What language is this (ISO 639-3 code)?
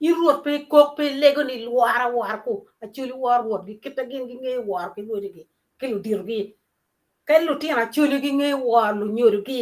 ach